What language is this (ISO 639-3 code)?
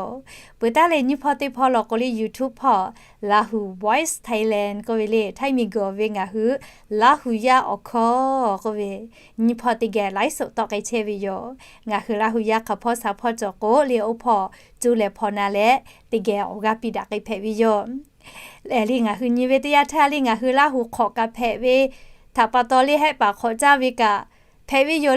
lhu